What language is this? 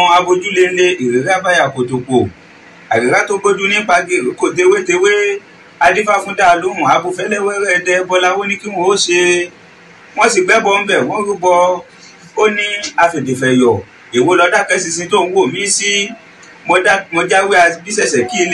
Yoruba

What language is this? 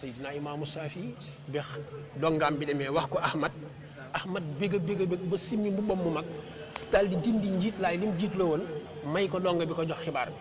Wolof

